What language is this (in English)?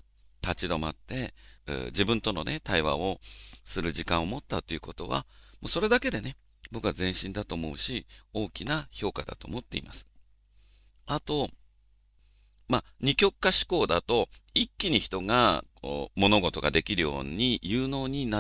Japanese